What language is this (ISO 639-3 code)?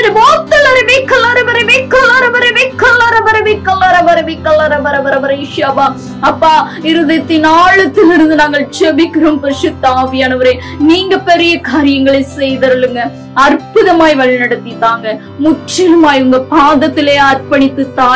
tam